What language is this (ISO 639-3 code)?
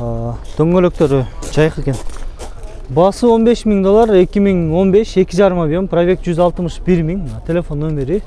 kir